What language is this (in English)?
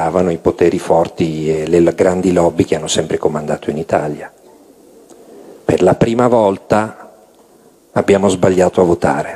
Italian